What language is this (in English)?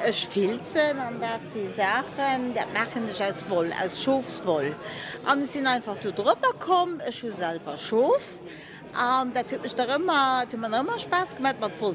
Luxembourgish